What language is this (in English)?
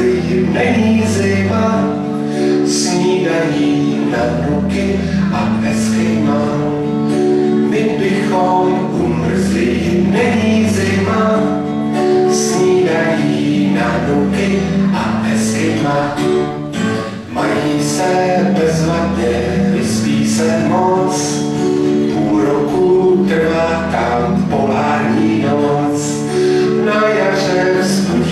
Czech